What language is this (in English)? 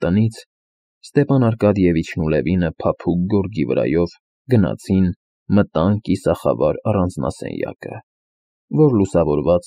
Armenian